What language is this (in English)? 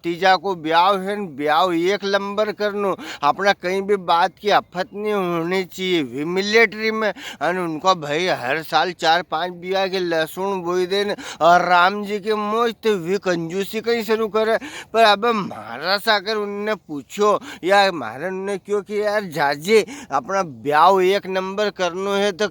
Rajasthani